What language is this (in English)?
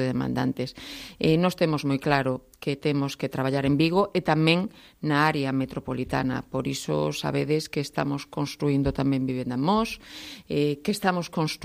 Galician